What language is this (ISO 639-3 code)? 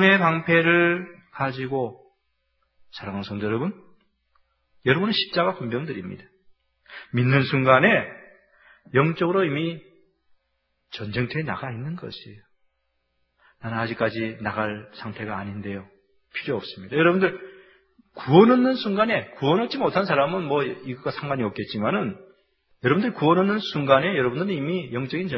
kor